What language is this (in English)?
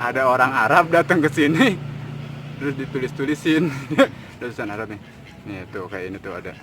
Betawi